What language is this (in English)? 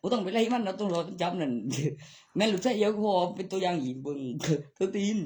Northeastern Thai